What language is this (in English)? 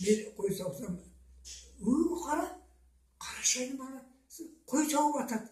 Karachay-Balkar